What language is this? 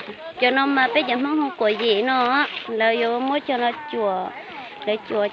Hmong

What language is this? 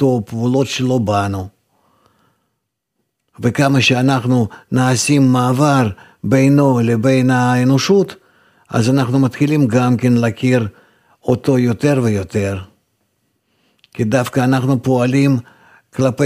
Hebrew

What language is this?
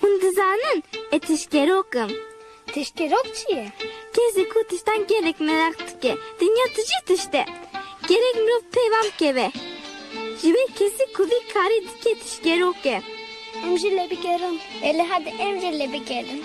Kurdish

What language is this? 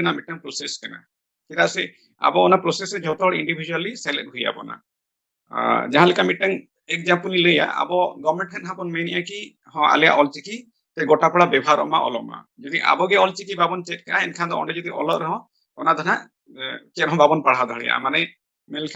Santali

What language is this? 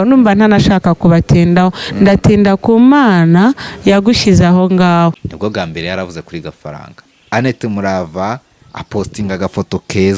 Kinyarwanda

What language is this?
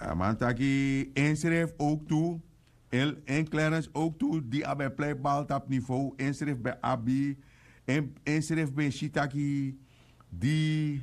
Sranan Tongo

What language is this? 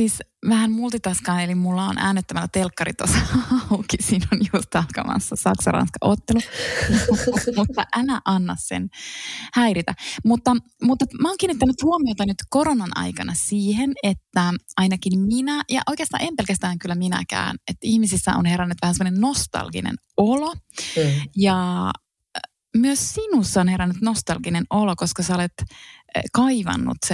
Finnish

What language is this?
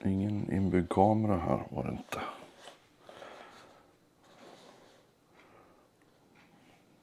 Swedish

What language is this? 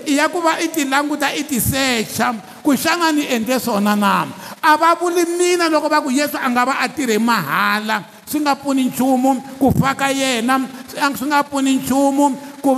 Tsonga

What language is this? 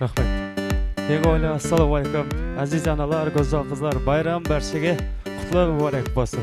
Kara-Kalpak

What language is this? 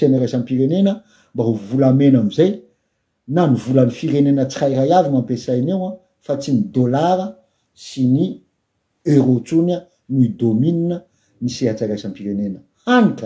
Malagasy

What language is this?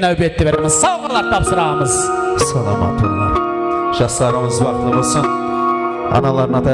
Kara-Kalpak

